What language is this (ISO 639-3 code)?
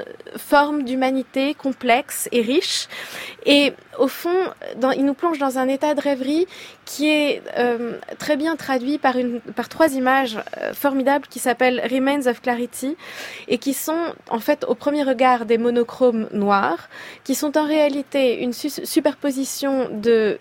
fra